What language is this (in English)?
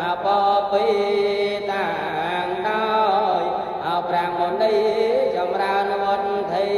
Khmer